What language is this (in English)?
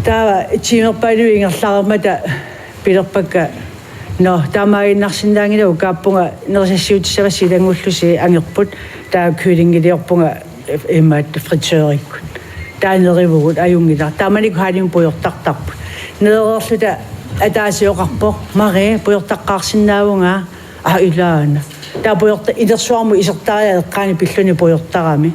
Kalaallisut